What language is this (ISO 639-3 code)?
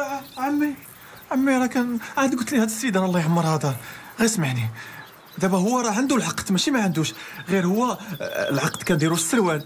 ary